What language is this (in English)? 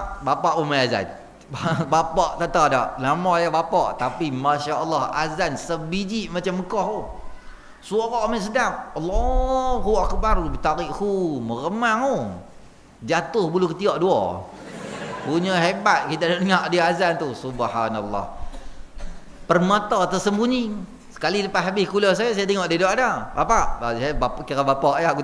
Malay